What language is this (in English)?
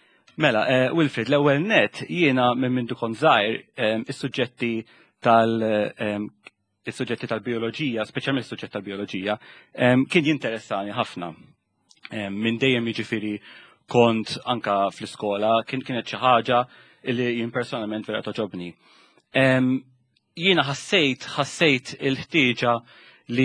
Maltese